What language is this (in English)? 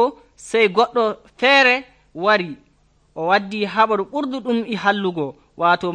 Nigerian Fulfulde